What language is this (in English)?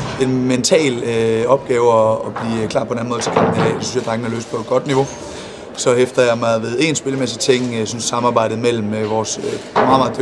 Danish